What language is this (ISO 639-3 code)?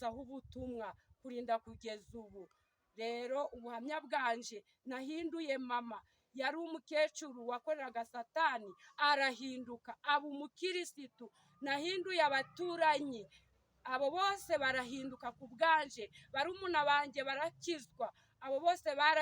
kin